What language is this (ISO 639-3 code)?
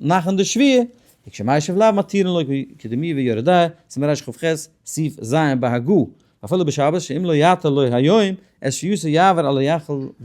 yid